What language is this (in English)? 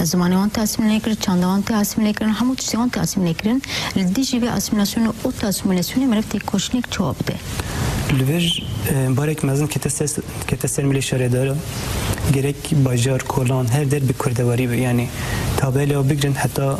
Kurdish